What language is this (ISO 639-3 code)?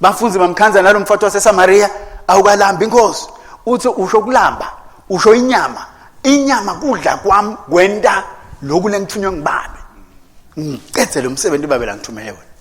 ssw